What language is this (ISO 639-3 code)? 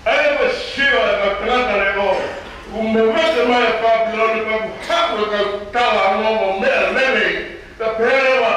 ton